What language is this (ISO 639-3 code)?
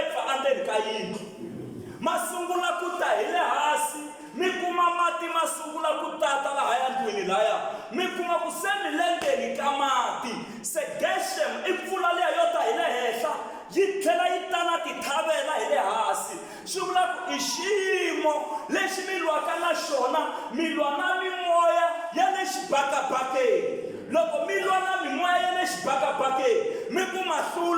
tso